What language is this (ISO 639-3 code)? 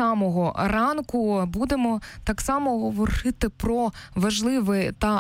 ukr